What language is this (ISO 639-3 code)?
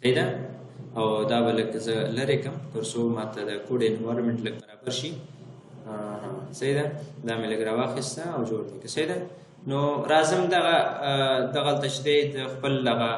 pus